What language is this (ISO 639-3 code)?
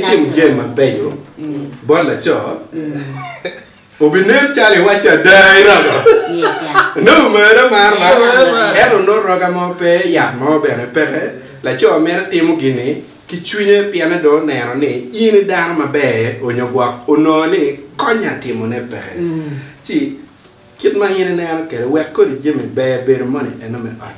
ach